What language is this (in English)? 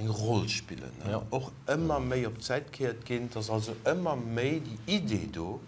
Luxembourgish